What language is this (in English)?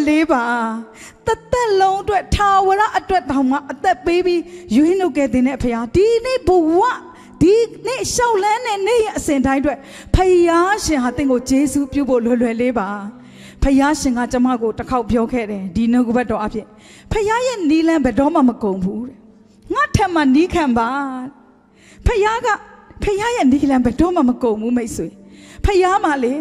Burmese